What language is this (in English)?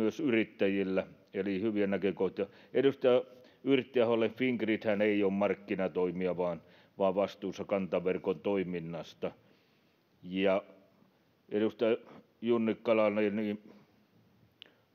Finnish